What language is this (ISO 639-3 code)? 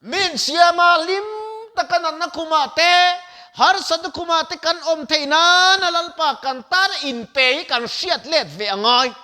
lus